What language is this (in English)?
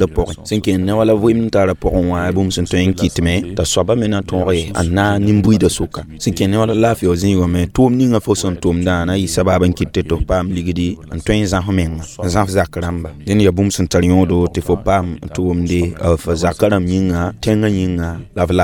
Mossi